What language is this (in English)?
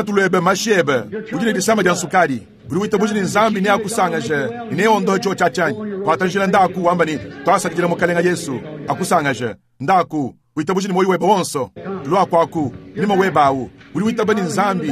Luba-Lulua